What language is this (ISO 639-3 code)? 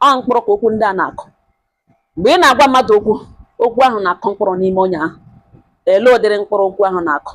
ibo